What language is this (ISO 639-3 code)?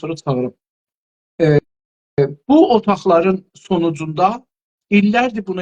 azb